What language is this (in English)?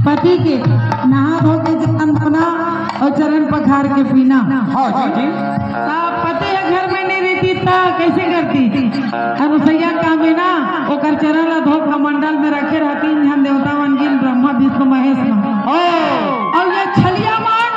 Chhattisgarhi